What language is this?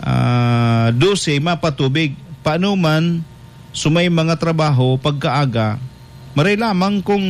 Bikol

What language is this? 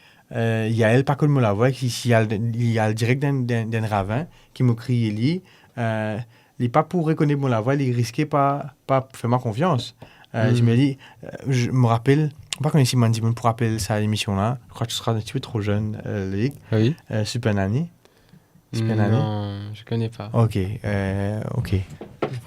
Morisyen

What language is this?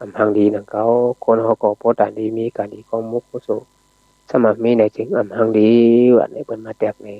Shan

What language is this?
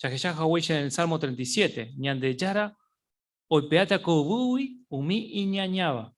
Guarani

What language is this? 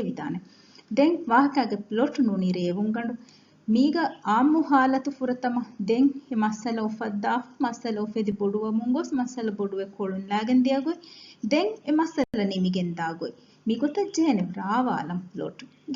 Divehi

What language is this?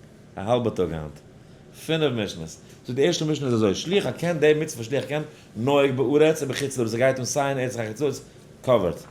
Yiddish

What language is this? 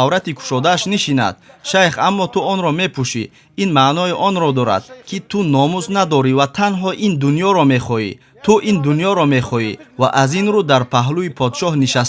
Tajik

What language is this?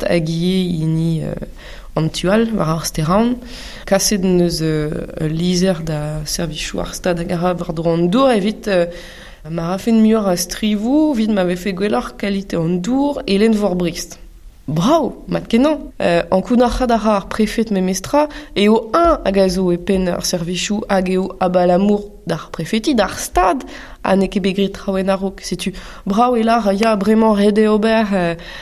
Breton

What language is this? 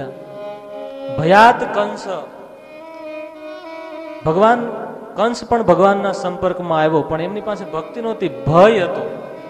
Gujarati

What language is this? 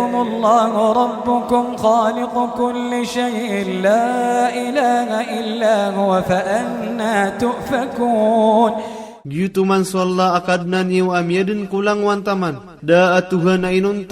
Maranao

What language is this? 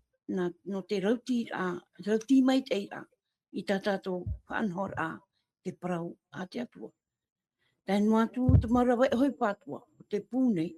Tahitian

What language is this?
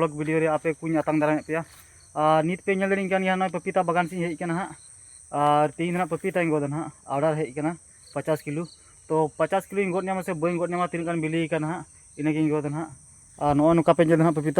Santali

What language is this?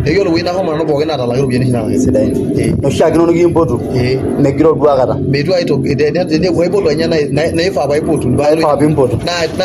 Masai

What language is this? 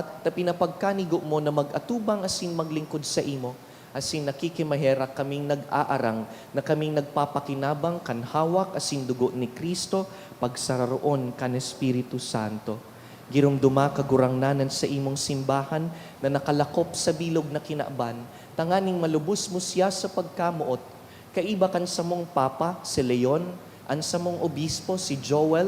Bikol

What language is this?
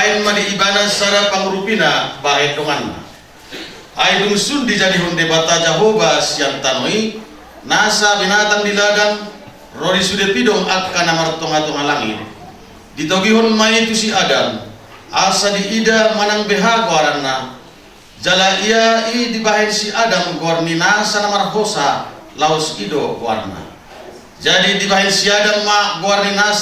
Batak Toba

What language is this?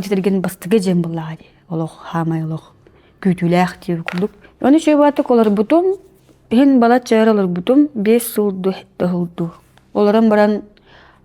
Yakut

